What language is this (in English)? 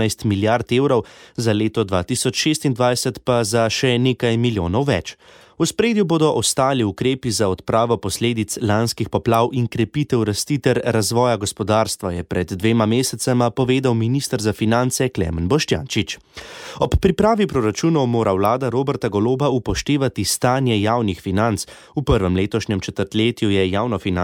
Slovenian